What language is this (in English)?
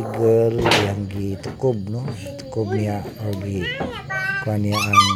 Cebuano